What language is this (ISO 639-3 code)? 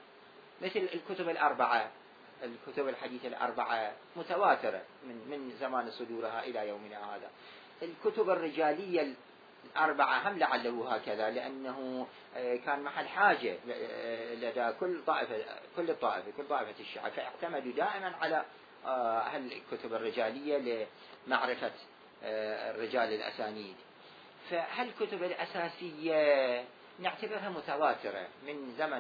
ara